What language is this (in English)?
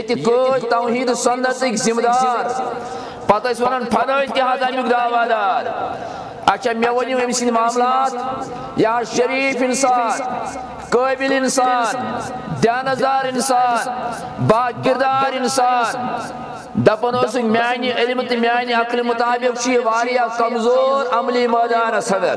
Kashmiri